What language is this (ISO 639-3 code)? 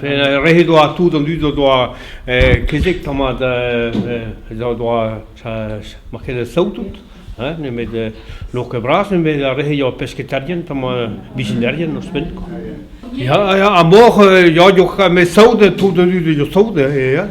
bre